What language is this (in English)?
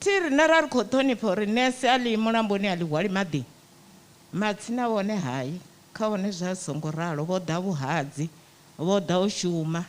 Venda